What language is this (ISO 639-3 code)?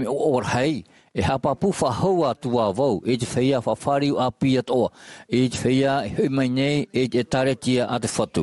tah